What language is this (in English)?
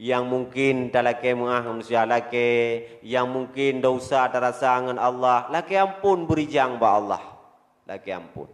Achinese